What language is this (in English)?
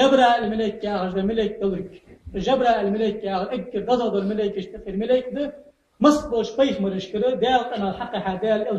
Ingush